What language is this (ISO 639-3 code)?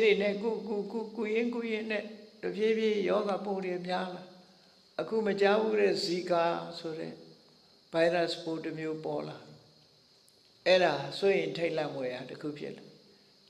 mya